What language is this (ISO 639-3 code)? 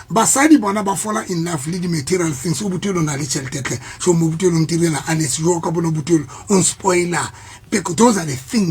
sot